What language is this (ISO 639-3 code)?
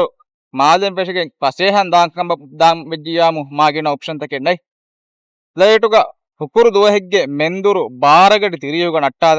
div